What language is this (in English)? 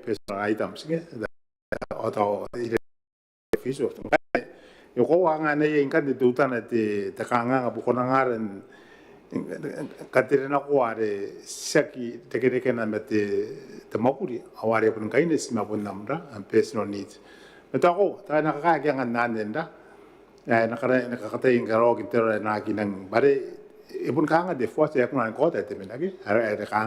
Gilbertese